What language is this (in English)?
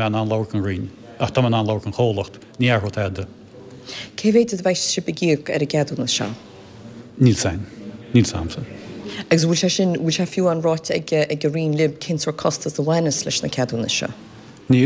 Irish